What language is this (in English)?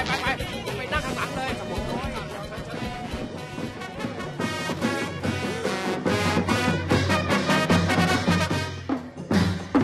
Thai